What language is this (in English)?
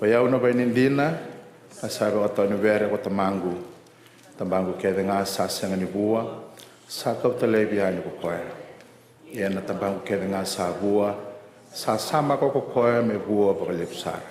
Fijian